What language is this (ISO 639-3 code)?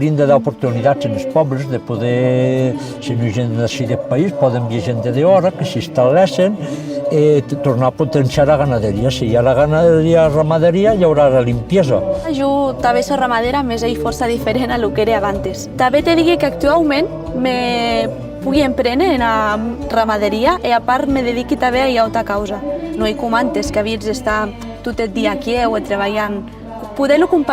oci